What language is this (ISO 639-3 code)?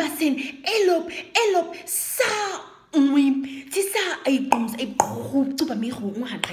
naq